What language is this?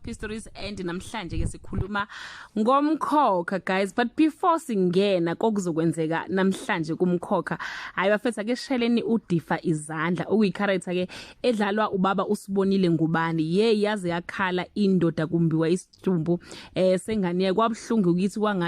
Zulu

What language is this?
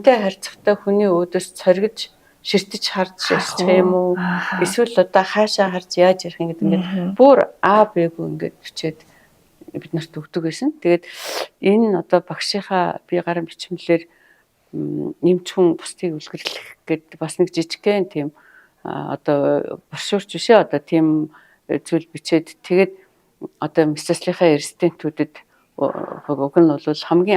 Mongolian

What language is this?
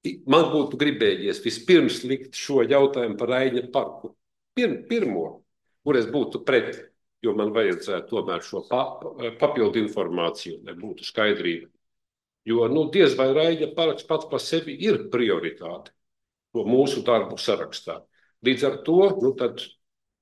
Latvian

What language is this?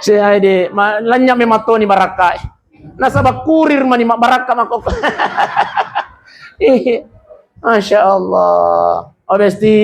Buginese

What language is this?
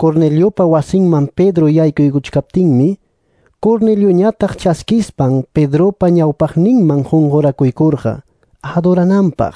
Quechua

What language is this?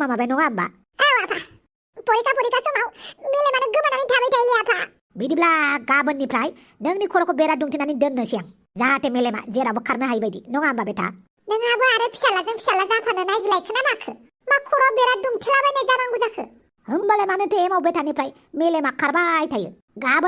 Bodo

